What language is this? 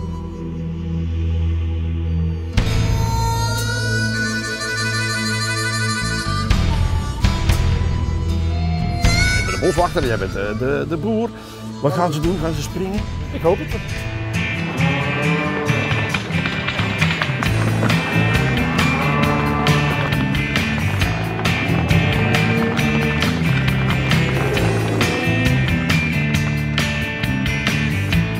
Dutch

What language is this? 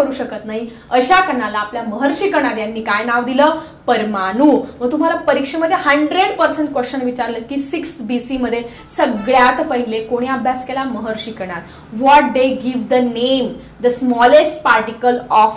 Marathi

